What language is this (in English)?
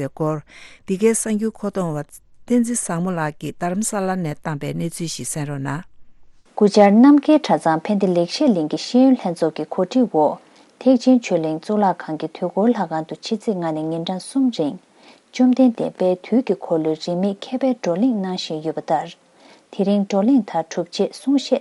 Tibetan